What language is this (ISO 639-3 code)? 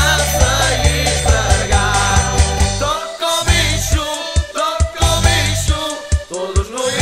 por